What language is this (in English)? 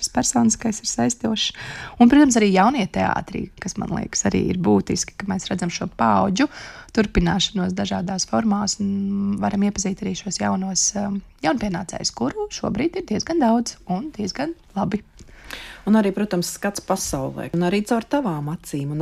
Latvian